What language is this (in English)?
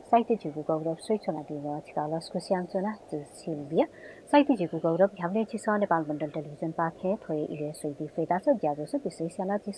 Newari